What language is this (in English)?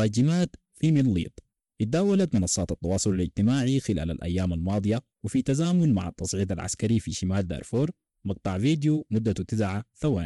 Sudanese Arabic